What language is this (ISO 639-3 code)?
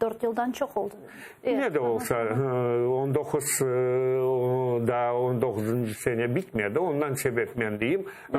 crh